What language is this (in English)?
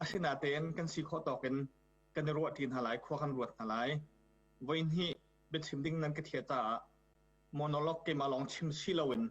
Hakha Chin